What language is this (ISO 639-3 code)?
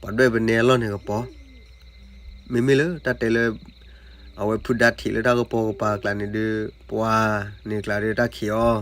ksw